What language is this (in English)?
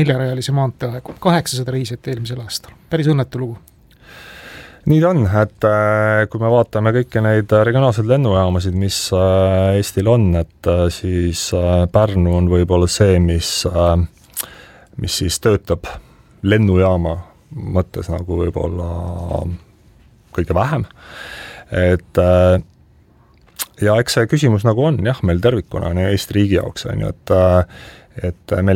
Estonian